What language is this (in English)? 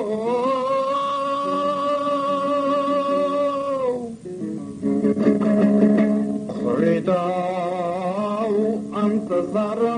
Kazakh